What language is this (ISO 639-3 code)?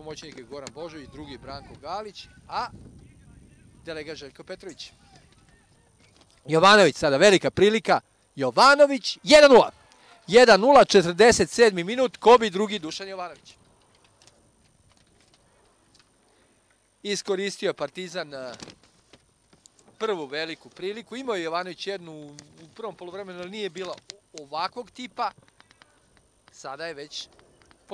srp